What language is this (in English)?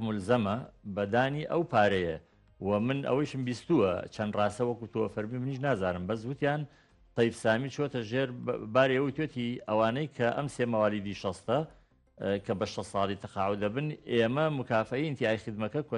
Central Kurdish